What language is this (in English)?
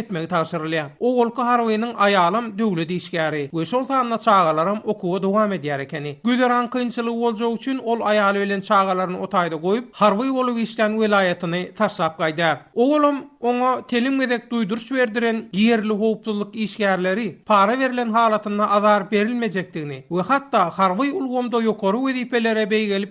Turkmen